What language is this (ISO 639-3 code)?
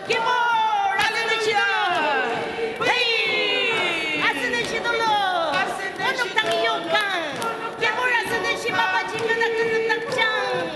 njo